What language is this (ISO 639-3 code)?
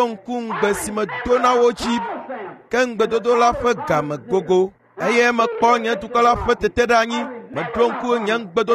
ewe